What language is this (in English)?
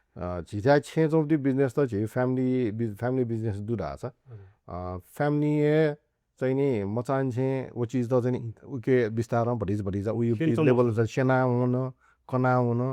Newari